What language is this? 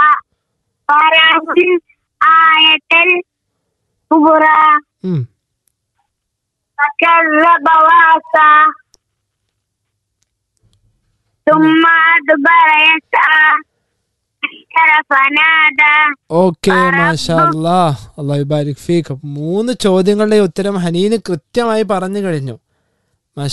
Malayalam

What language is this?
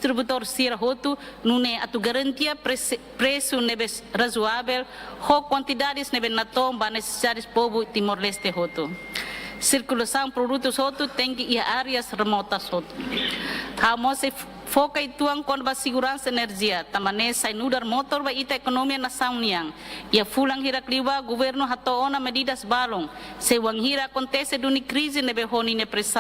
Tetum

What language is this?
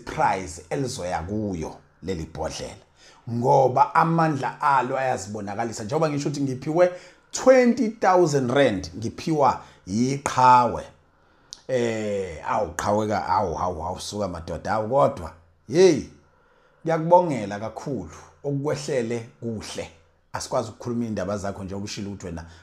Zulu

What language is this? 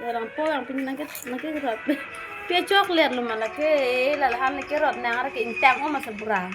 Karbi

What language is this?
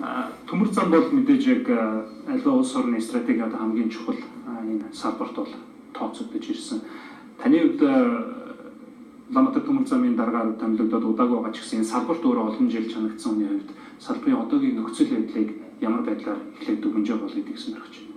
Mongolian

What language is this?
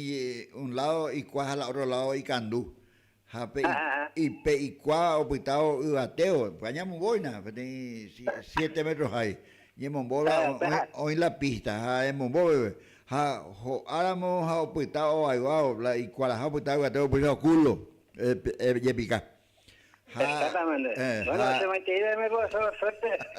Guarani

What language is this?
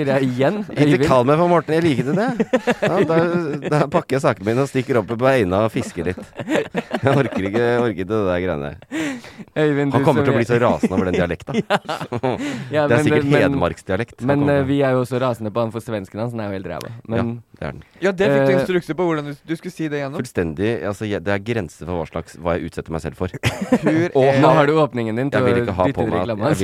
Norwegian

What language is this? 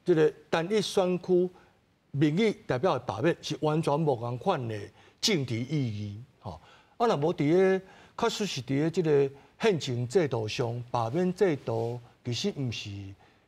Min Nan Chinese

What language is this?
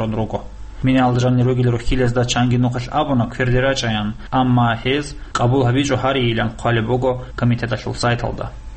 Avaric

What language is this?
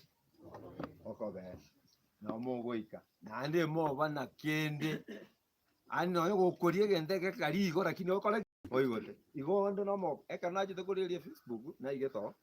Gusii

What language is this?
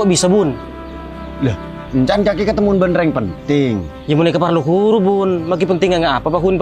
Madurese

